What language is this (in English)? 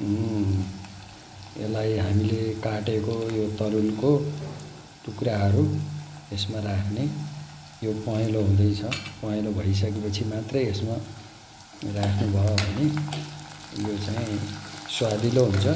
Nepali